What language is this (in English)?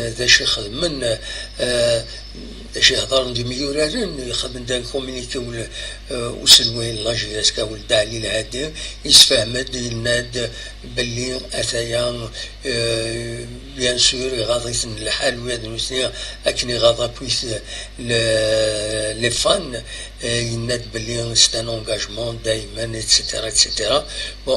Kabyle